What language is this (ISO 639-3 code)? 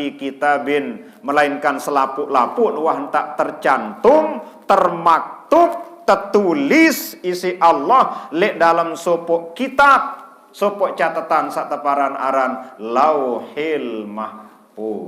sas